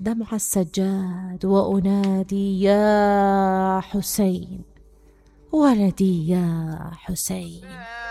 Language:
Mesopotamian Arabic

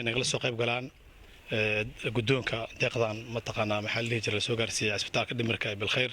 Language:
Somali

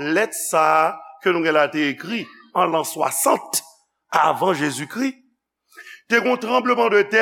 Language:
Haitian Creole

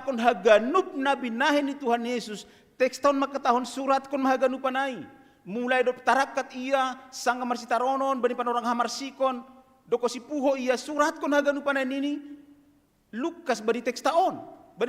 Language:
Batak Simalungun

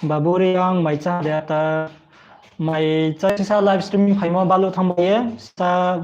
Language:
Riang (India)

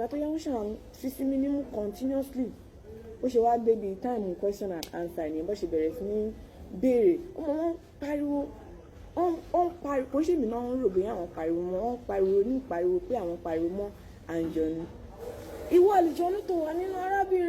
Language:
Yoruba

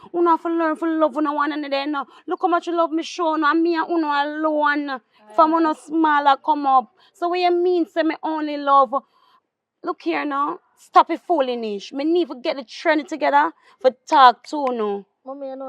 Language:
Jamaican Creole English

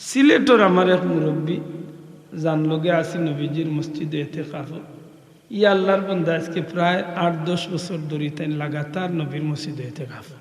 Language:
Sylheti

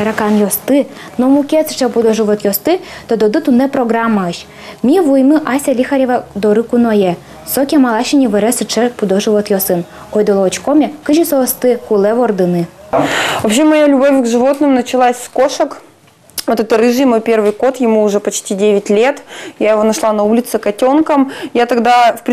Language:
Udmurt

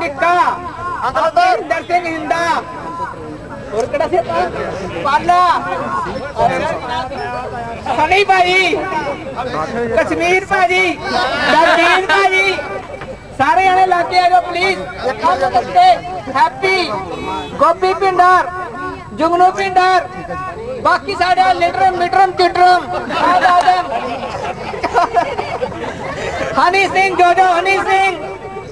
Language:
Punjabi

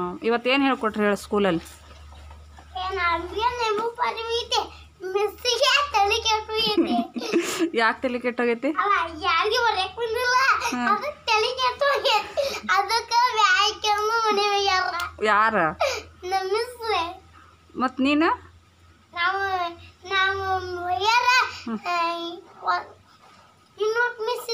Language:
Kannada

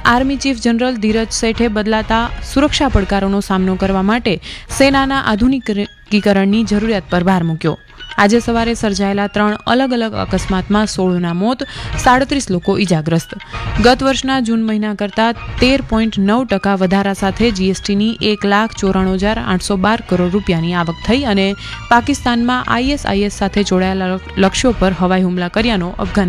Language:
Gujarati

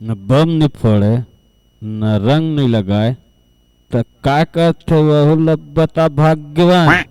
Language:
Chhattisgarhi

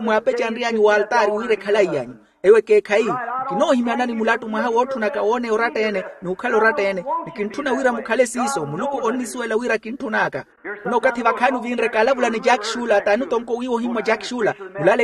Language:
Makhuwa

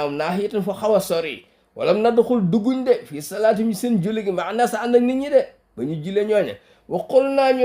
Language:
Wolof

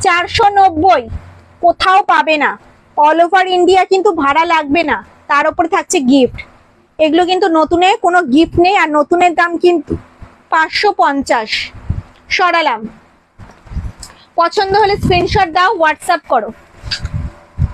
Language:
Bangla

